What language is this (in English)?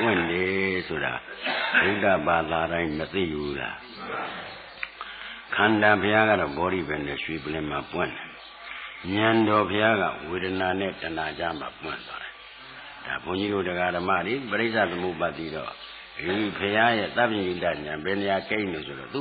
Burmese